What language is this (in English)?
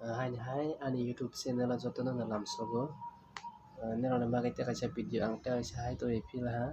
Kok Borok